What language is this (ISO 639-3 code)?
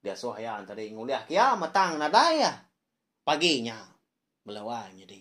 iba